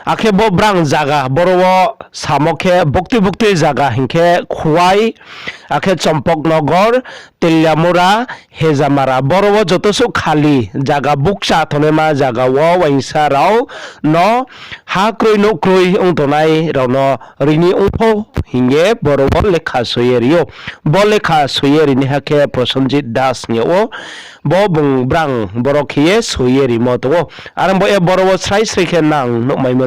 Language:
Riang (India)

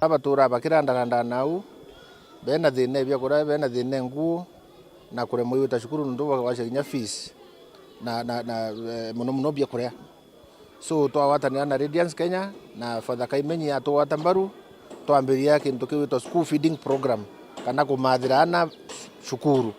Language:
Meru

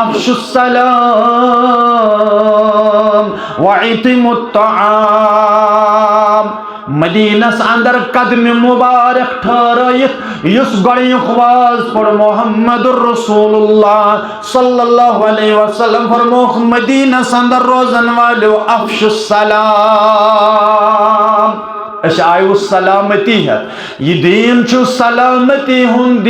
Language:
Kashmiri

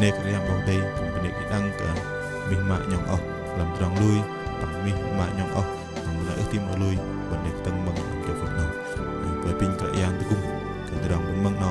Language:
Bahnar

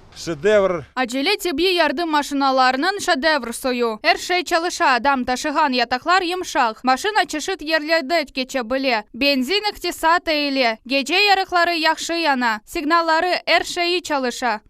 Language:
Crimean Tatar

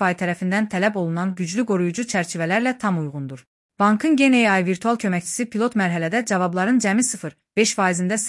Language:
Azerbaijani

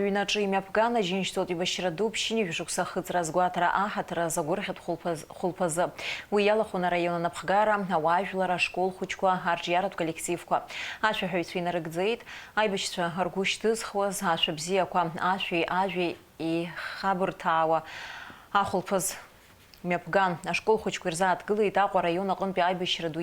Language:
Abkhazian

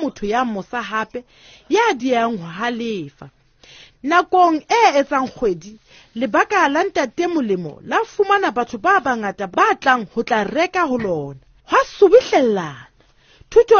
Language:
Southern Sotho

